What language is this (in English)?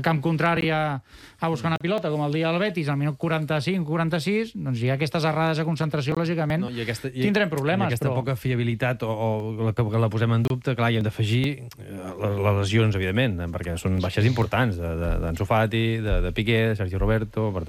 Catalan